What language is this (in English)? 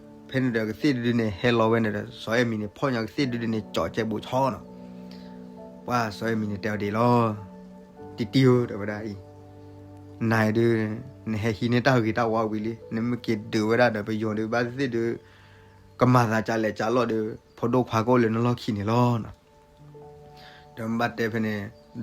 S'gaw Karen